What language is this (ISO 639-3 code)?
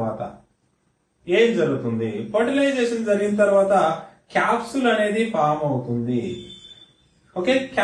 tel